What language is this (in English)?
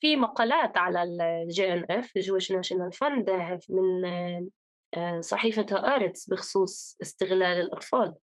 North Levantine Arabic